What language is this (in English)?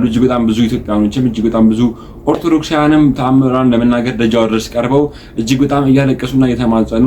Amharic